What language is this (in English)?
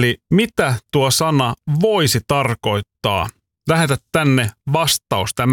Finnish